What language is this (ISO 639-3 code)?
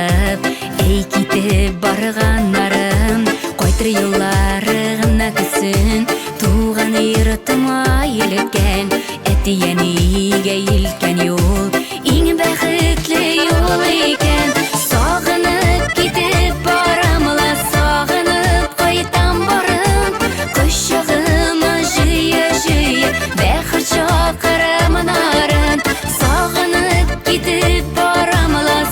bak